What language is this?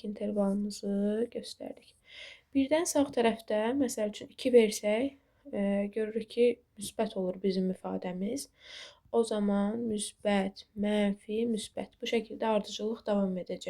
Azerbaijani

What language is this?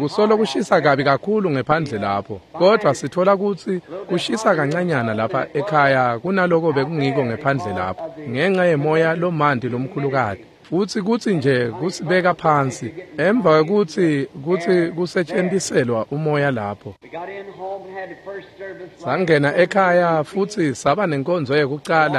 Swati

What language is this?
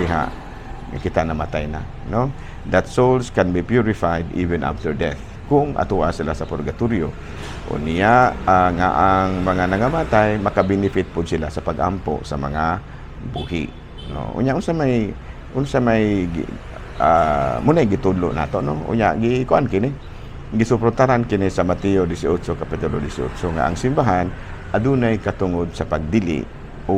Cebuano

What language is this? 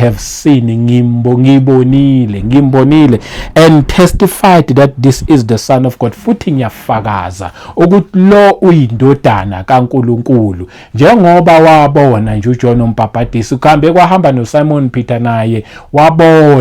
Zulu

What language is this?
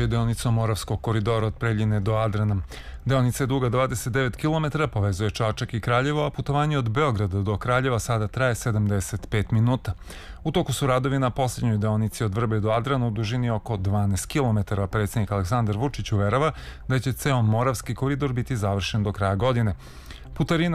Serbian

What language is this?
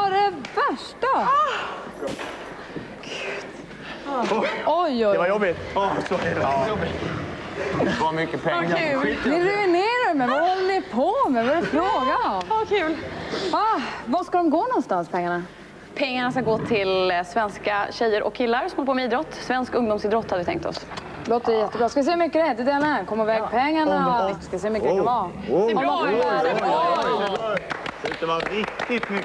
Swedish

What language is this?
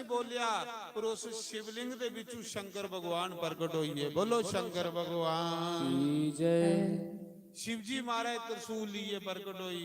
Dogri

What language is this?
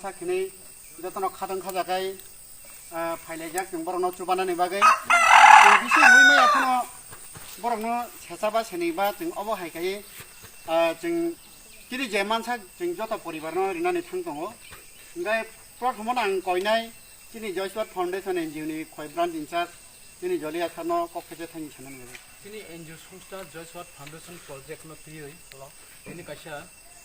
Kok Borok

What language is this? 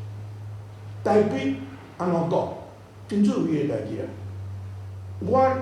Min Nan Chinese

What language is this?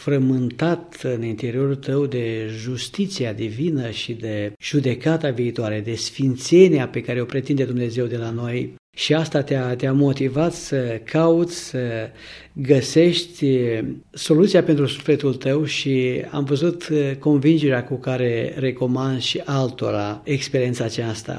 Romanian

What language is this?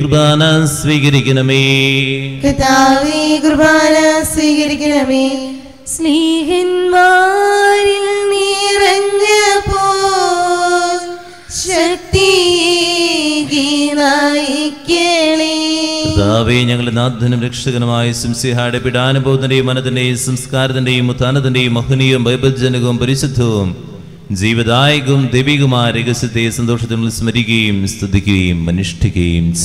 Malayalam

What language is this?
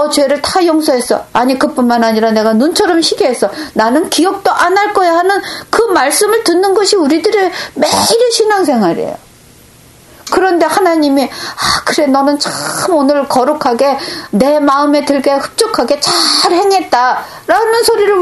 Korean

